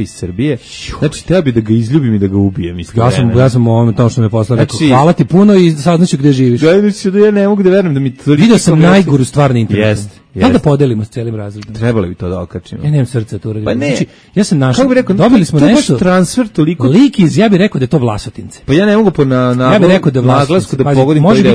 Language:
Serbian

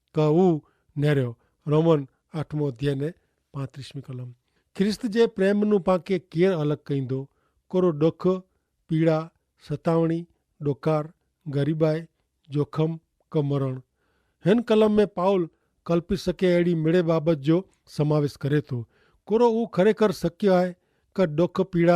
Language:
Kachhi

